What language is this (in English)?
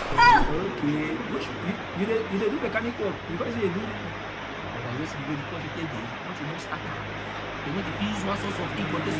Nigerian Pidgin